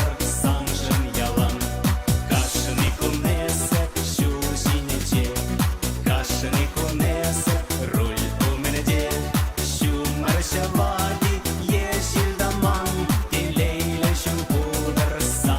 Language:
Chuvash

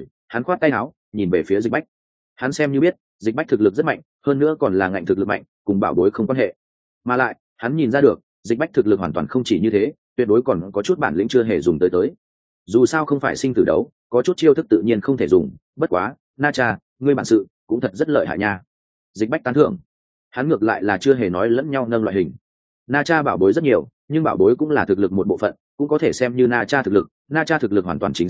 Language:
Vietnamese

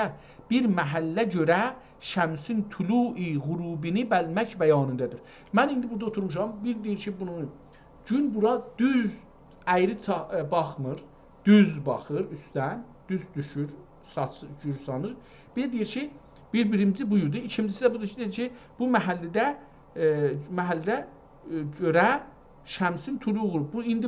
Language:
South Azerbaijani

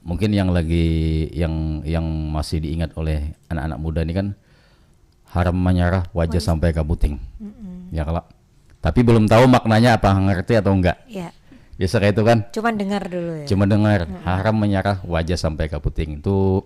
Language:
Banjar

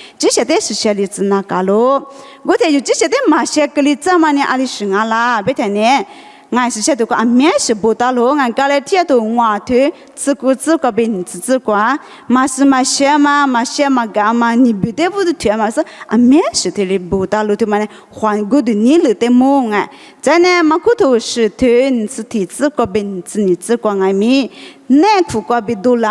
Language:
Lisu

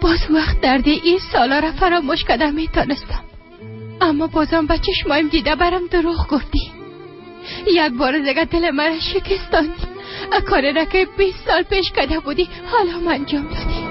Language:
Persian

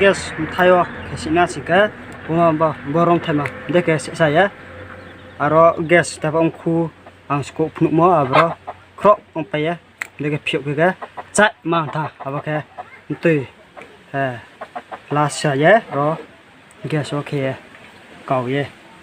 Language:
Riang (India)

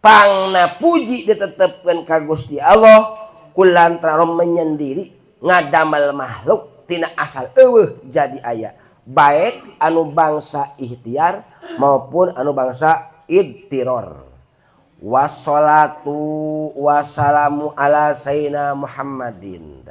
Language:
Sundanese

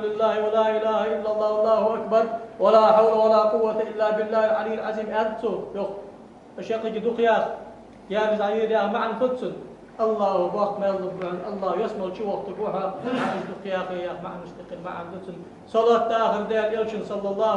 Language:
Ingush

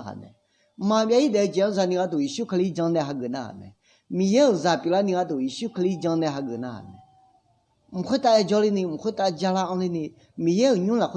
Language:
Akha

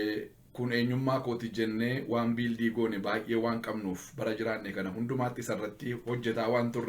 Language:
Oromo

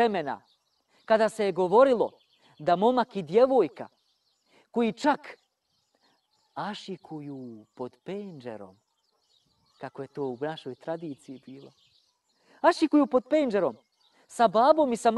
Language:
Bosnian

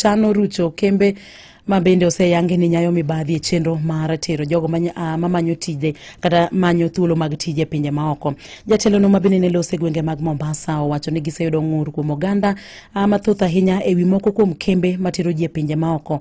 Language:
Luo (Kenya and Tanzania)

